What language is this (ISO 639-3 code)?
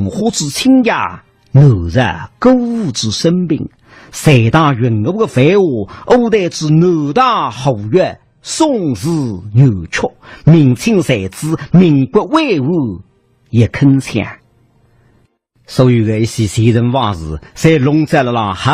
wuu